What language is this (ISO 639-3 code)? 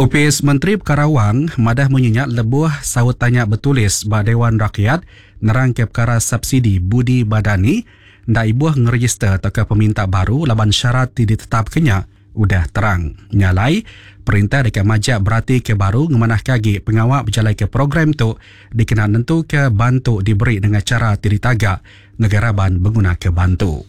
iba